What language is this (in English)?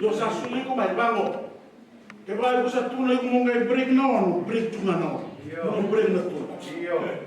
Fijian